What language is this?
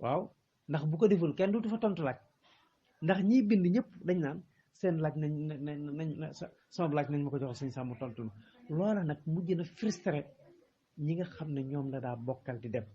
Wolof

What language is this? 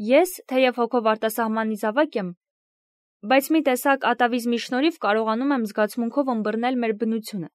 Armenian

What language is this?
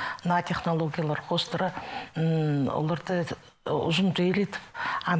Khakas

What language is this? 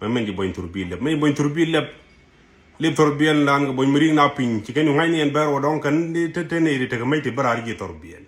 Nuer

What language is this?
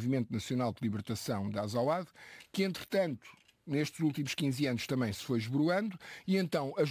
Portuguese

